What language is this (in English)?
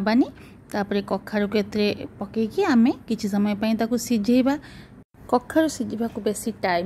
Odia